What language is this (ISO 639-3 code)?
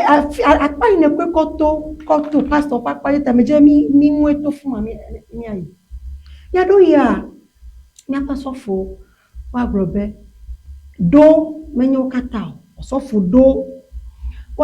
ewe